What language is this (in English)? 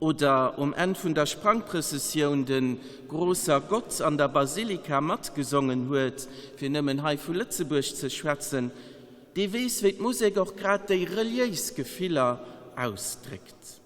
Luxembourgish